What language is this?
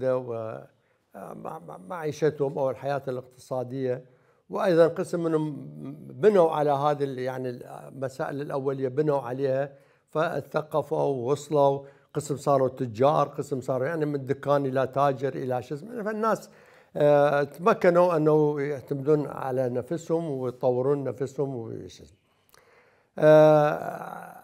Mesopotamian Arabic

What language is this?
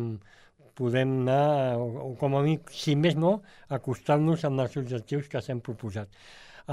Catalan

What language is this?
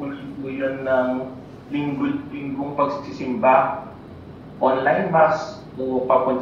Filipino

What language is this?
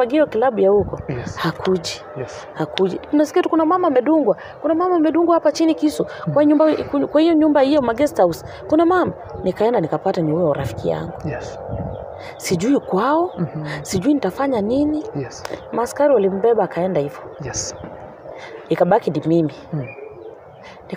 Swahili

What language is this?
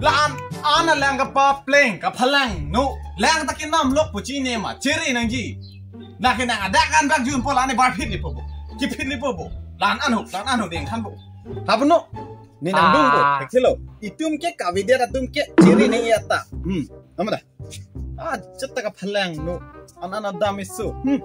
Karbi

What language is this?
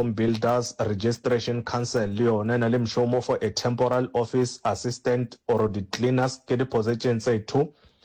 Northern Sotho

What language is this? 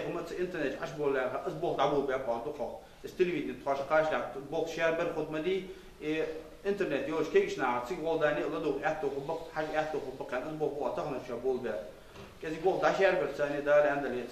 Ingush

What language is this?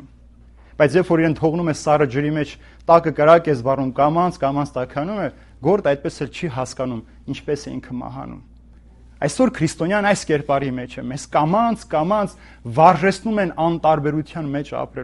Armenian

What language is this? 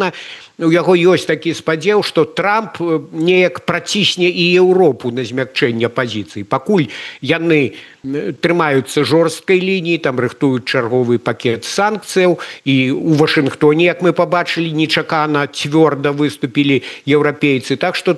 Belarusian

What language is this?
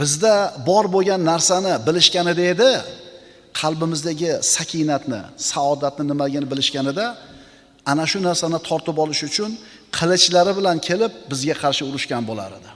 Uzbek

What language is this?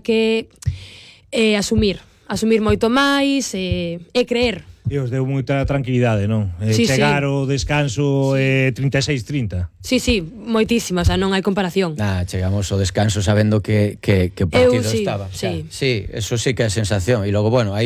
Galician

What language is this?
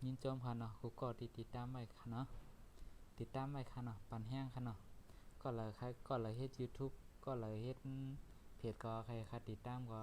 Shan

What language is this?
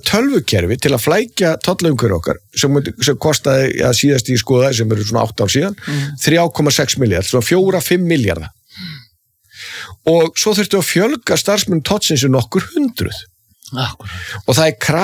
Icelandic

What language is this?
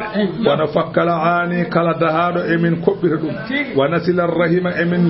Fula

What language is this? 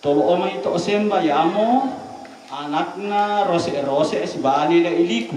Toraja-Sa'dan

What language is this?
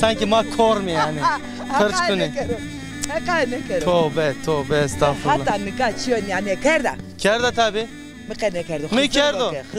Zaza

